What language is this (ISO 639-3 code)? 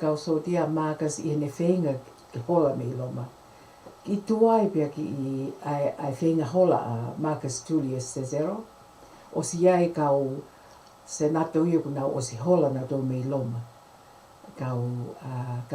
ton